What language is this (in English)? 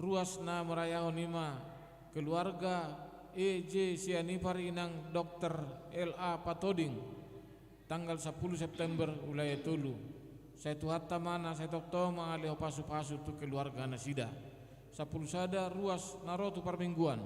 Batak Toba